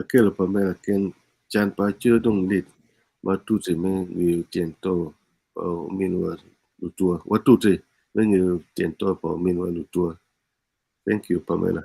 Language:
Acoli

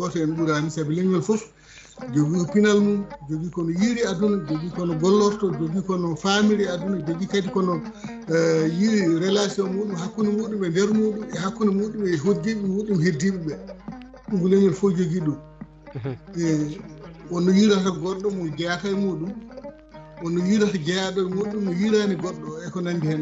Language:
Fula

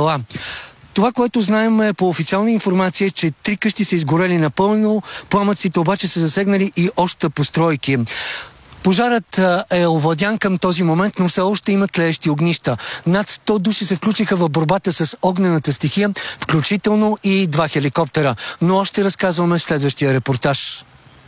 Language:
Bulgarian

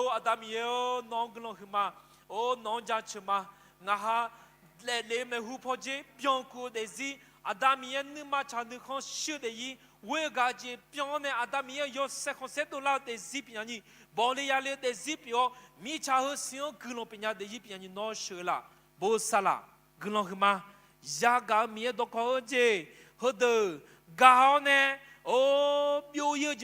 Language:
Akha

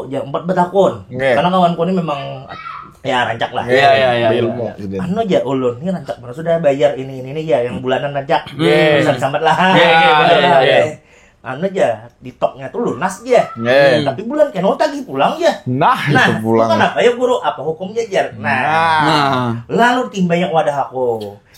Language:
Banjar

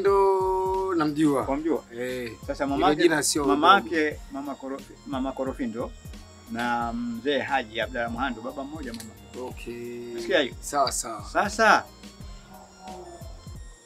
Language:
Swahili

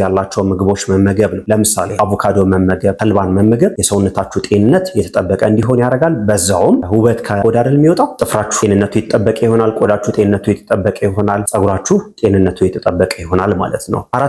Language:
Amharic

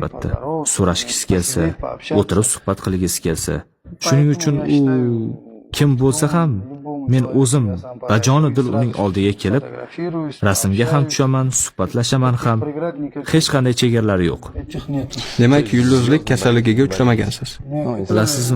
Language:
Uzbek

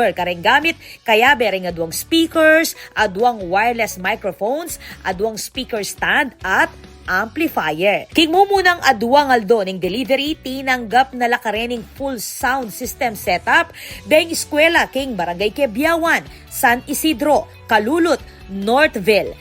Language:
Pampanga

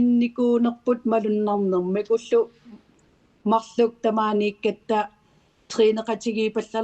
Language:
Kalaallisut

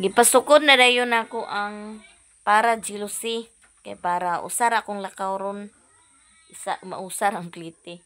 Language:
Cebuano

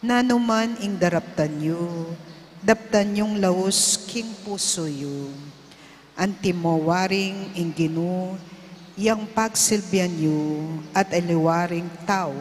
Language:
Pampanga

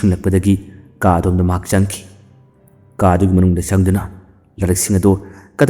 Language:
Manipuri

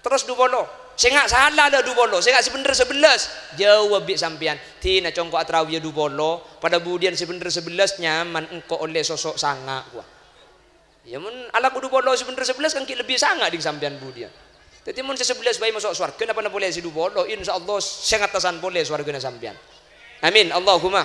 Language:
Madurese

